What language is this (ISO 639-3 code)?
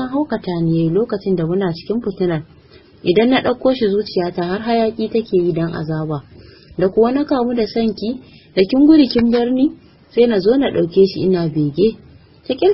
hau